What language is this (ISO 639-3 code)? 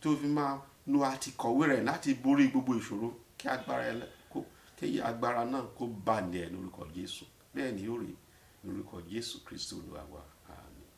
yor